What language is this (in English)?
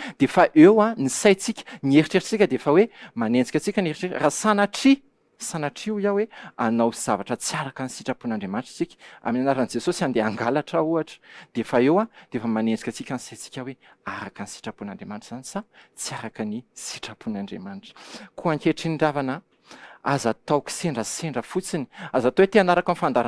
Malagasy